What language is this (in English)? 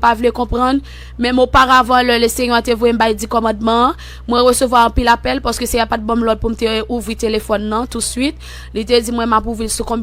Haitian Creole